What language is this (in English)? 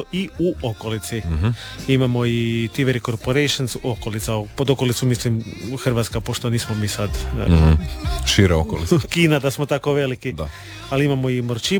Croatian